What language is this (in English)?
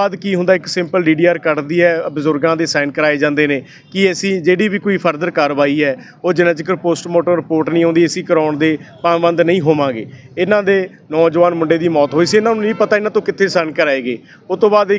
Punjabi